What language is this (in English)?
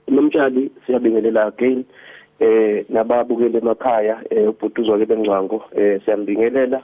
Zulu